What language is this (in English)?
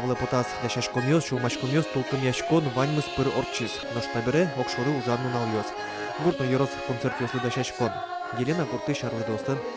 Udmurt